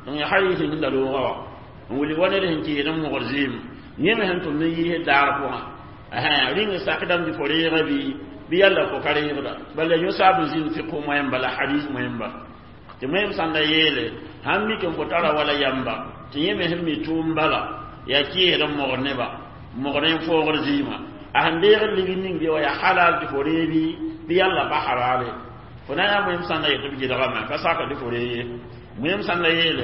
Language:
Mossi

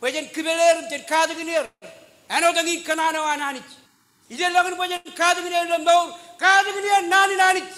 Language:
Marshallese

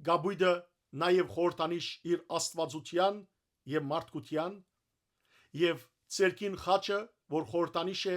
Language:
Western Armenian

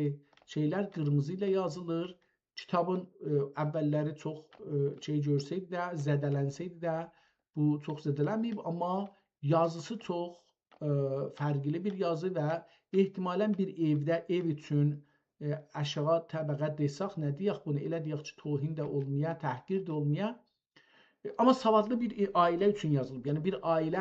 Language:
South Azerbaijani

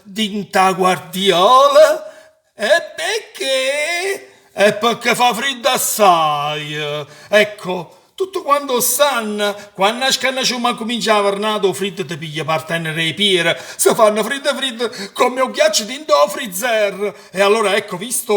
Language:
Neapolitan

